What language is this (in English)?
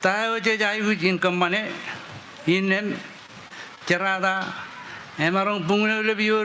Marshallese